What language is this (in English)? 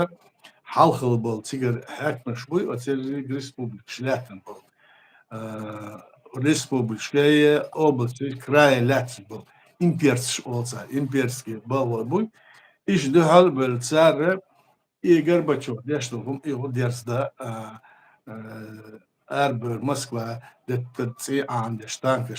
Chechen